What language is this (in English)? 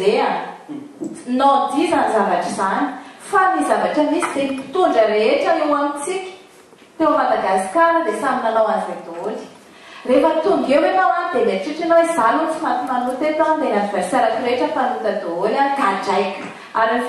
Malagasy